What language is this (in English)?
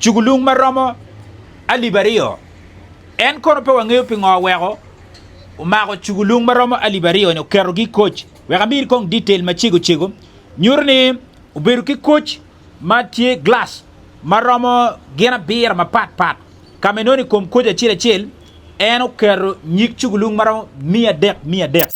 Acoli